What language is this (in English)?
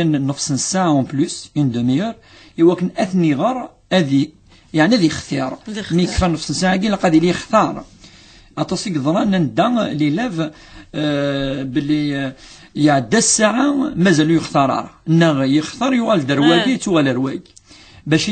Kabyle